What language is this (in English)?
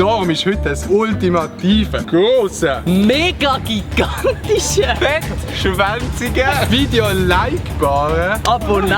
Swiss German